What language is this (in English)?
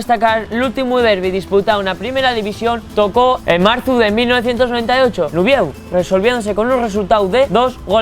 Asturian